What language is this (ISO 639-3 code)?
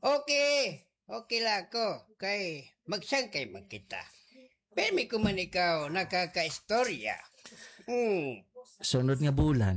war